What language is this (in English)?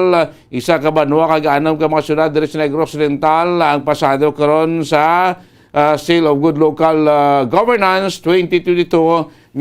Hiligaynon